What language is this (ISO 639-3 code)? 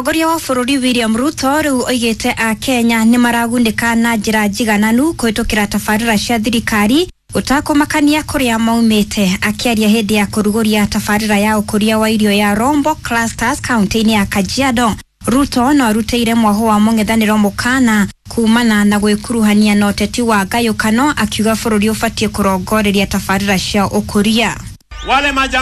kik